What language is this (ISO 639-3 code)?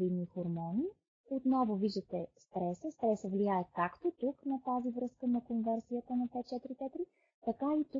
bul